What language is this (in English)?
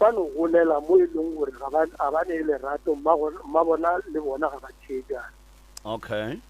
Northern Sotho